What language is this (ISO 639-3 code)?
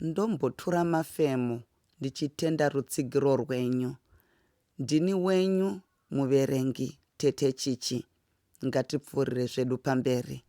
sna